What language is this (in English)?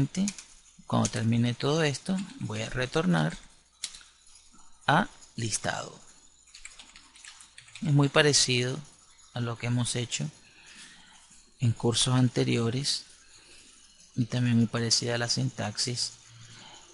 Spanish